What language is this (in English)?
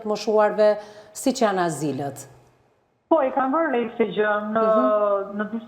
Albanian